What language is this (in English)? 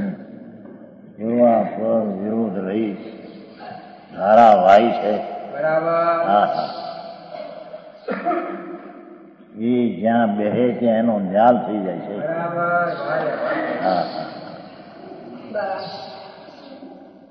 Gujarati